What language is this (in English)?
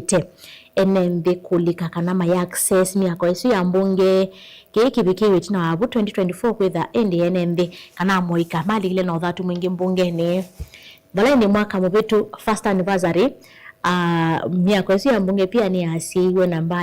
Kamba